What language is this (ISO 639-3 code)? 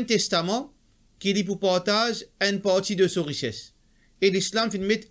mfe